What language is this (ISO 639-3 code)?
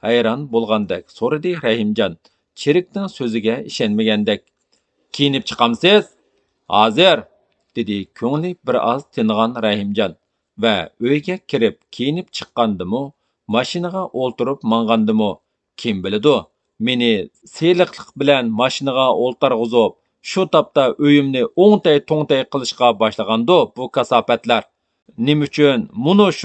uig